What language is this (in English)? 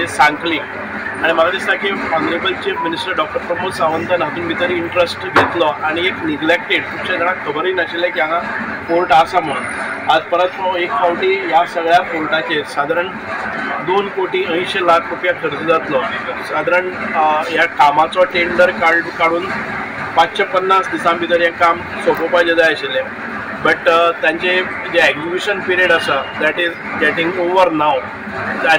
Konkani